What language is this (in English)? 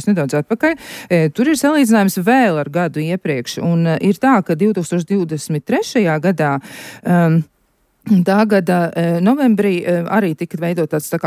Latvian